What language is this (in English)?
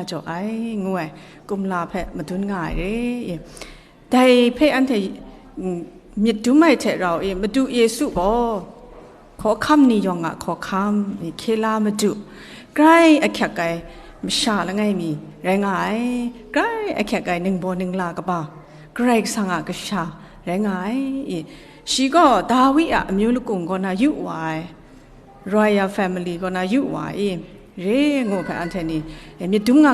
Kachin